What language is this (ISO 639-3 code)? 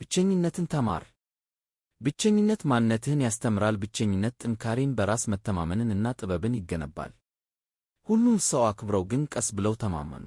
amh